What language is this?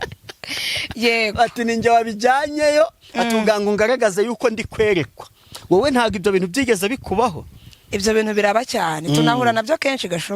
Kinyarwanda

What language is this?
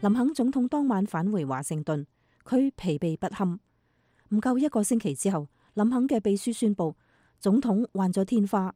Cantonese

